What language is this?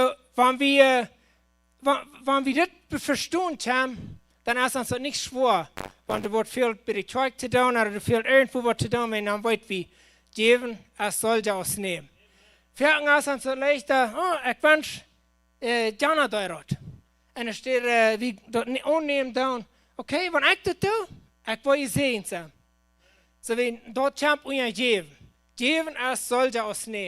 Plautdietsch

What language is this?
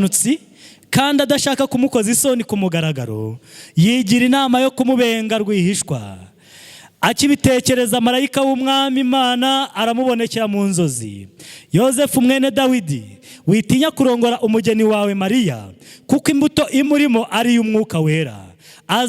Kinyarwanda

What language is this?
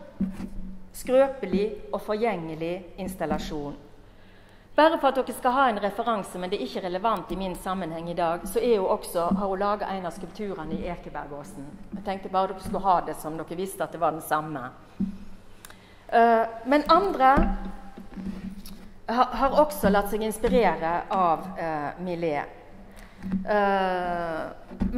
Norwegian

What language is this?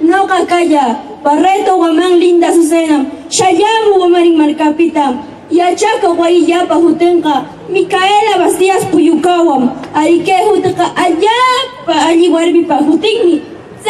Huaylas Ancash Quechua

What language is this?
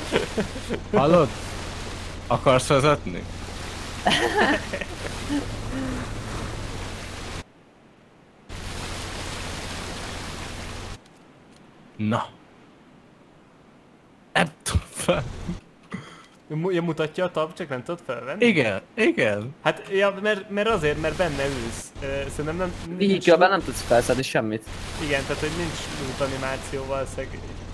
Hungarian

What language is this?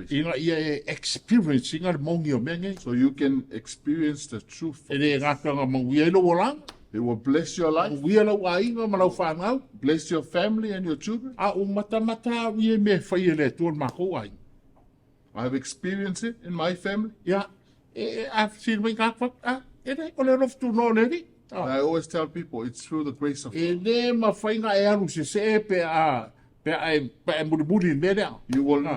Samoan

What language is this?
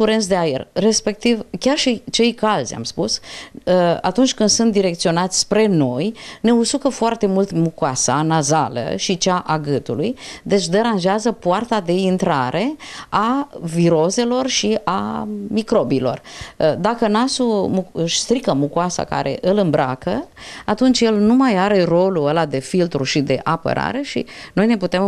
Romanian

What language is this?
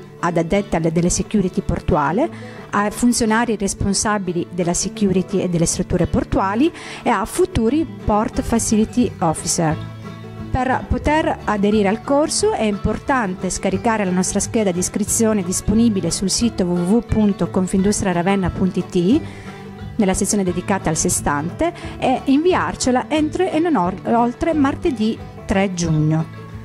Italian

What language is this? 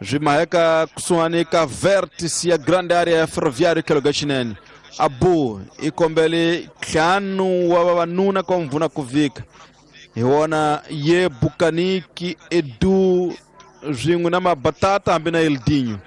Tsonga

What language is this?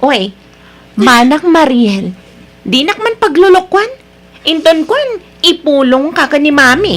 Iloko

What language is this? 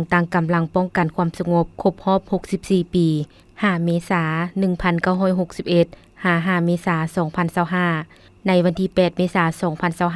Lao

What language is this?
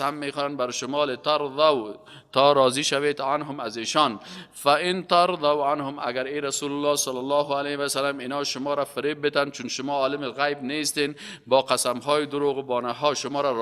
Persian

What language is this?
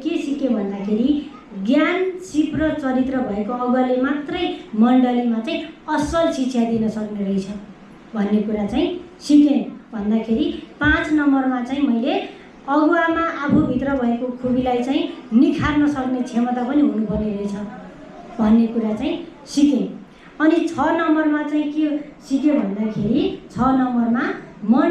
Nepali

